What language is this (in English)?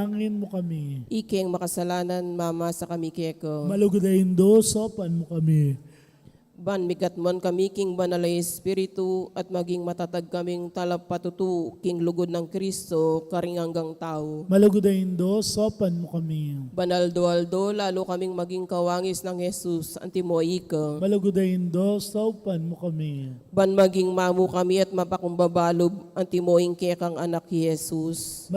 Pampanga